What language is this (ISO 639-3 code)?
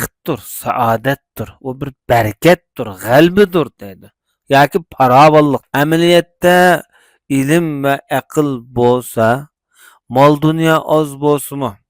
uig